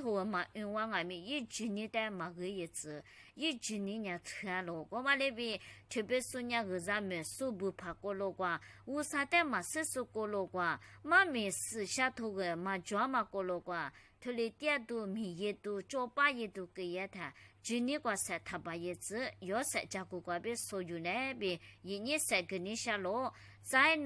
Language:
Lisu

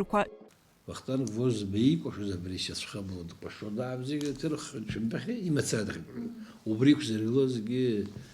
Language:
Abkhazian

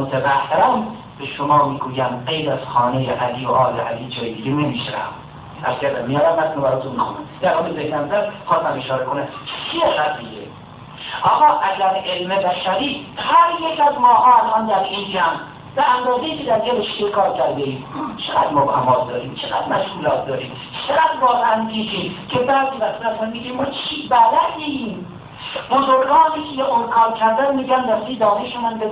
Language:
Persian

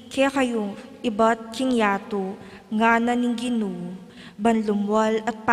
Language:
Pampanga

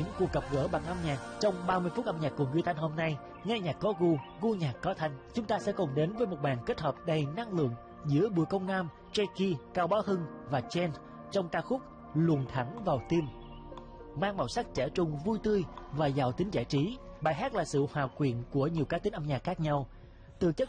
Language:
Vietnamese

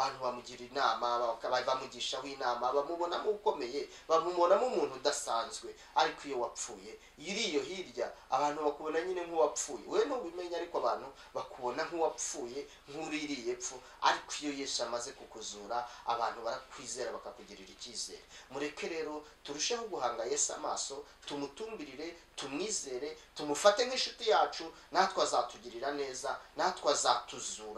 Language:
Kinyarwanda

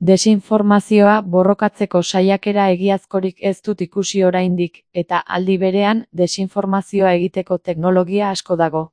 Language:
Basque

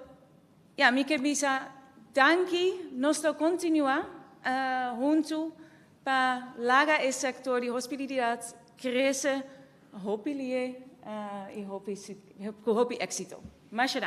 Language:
Papiamento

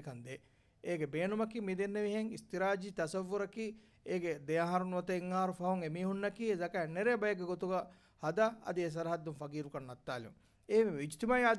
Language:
Divehi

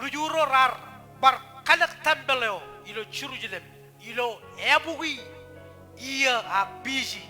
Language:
Marshallese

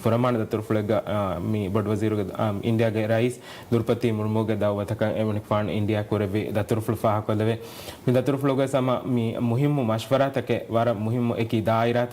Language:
Divehi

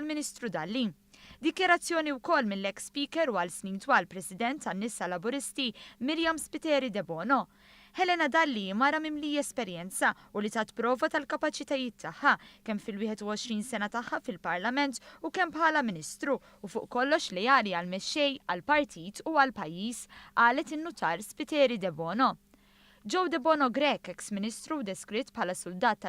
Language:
Maltese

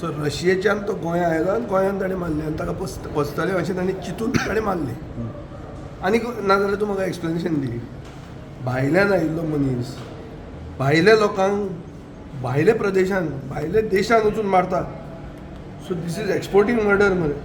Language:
Konkani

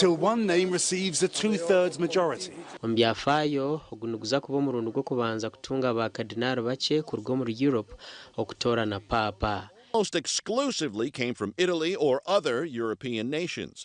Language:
Nyankole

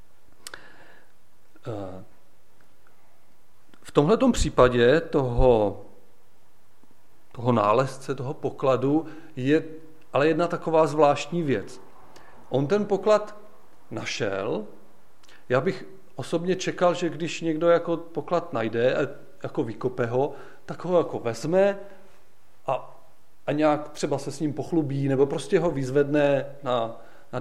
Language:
Czech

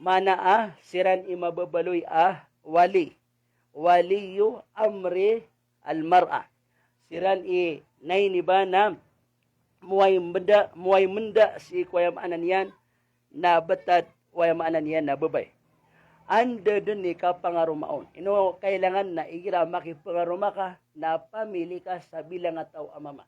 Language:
Maranao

